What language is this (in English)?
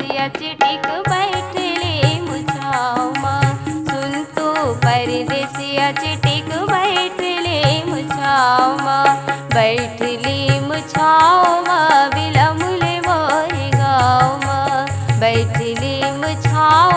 Chhattisgarhi